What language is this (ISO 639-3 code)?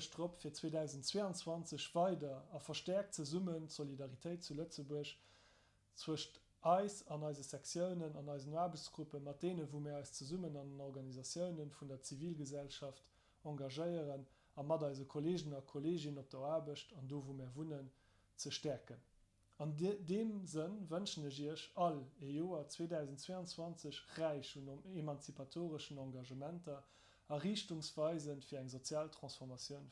ltz